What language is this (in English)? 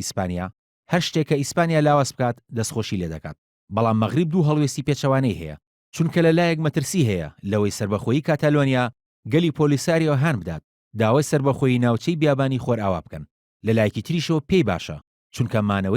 Central Kurdish